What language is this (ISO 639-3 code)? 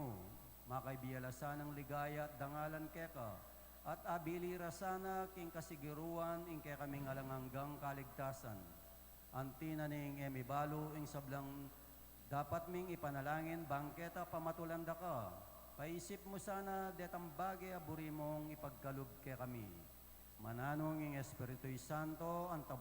pam